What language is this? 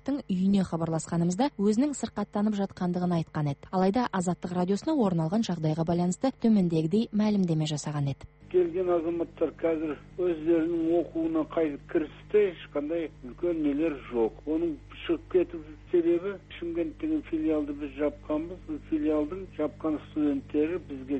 Kazakh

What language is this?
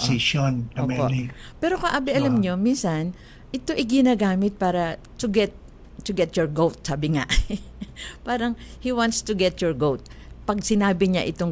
Filipino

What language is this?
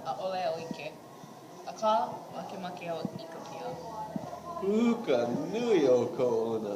Hawaiian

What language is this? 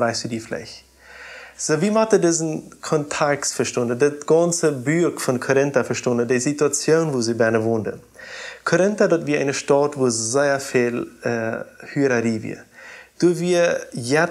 Plautdietsch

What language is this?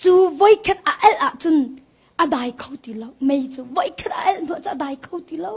Hakha Chin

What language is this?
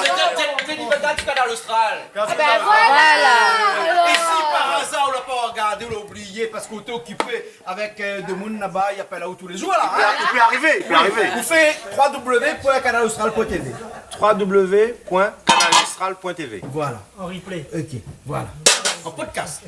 Réunion Creole French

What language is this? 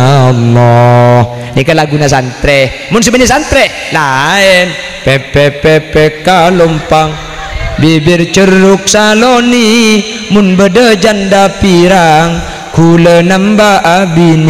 Madurese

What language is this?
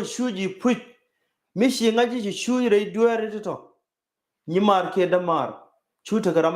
Nuer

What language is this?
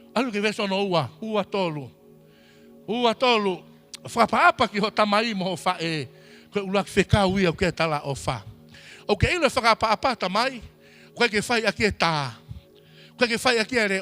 Tongan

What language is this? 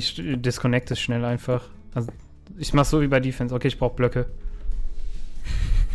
German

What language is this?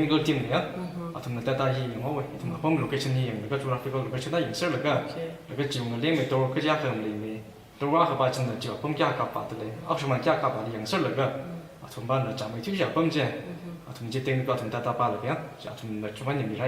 Tangkhul Naga (India)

